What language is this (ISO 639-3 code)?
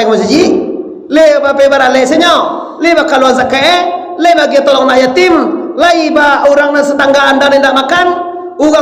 min